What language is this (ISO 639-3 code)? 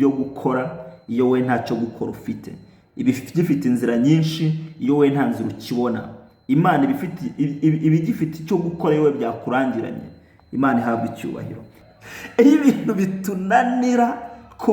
kin